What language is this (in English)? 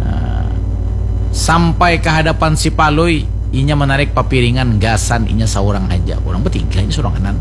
Banjar